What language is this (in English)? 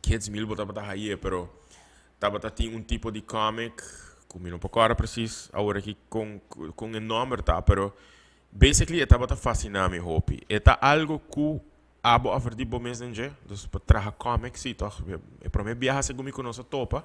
Papiamento